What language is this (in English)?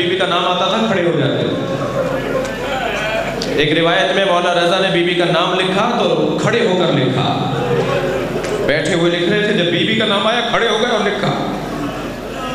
Urdu